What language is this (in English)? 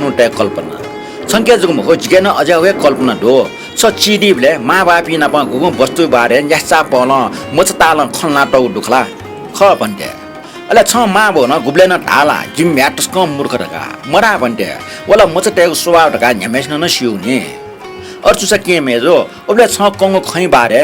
Newari